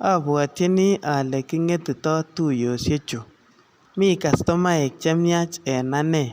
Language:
Kalenjin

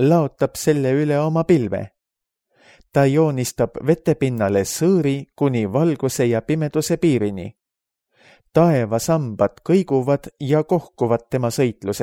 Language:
Estonian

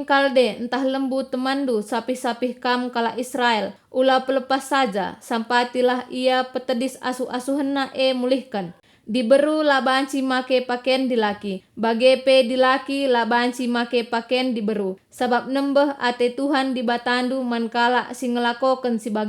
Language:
Batak Karo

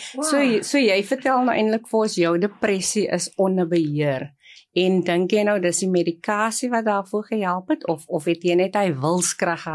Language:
Afrikaans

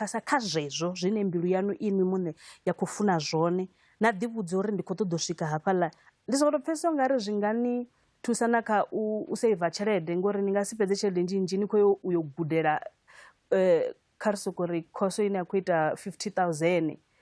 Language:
Venda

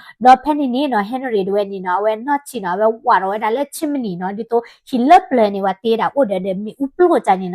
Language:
S'gaw Karen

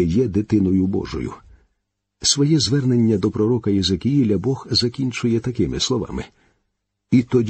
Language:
Ukrainian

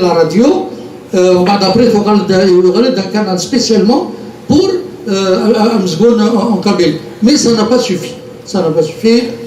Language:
Kabyle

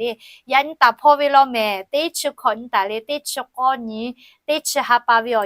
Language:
Lahu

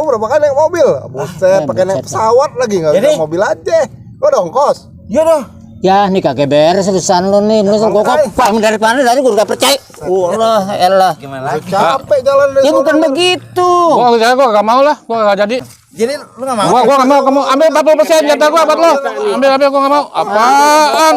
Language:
Betawi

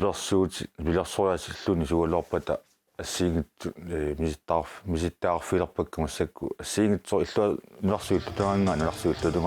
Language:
Kalaallisut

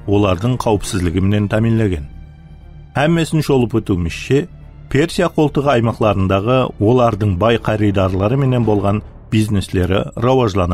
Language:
Kara-Kalpak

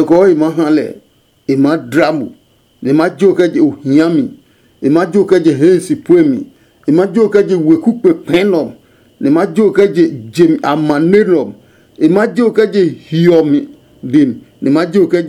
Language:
Adangme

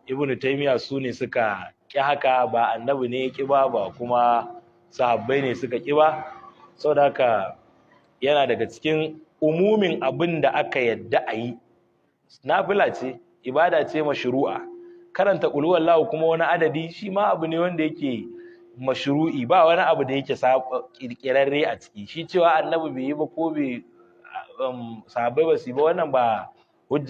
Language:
Hausa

